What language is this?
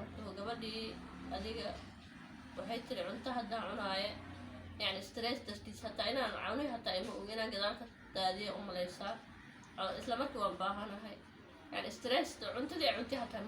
Somali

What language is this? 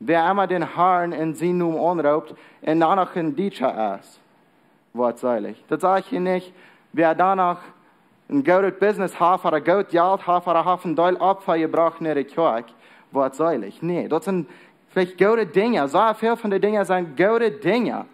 Plautdietsch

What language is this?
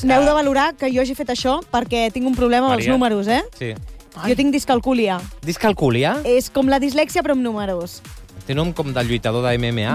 Catalan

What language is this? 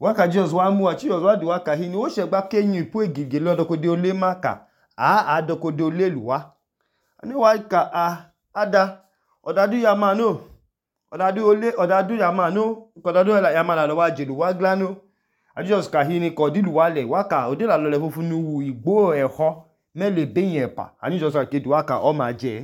Idoma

